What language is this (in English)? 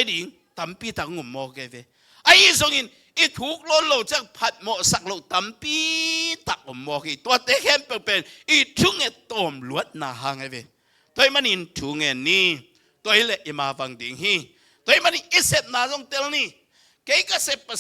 Tedim Chin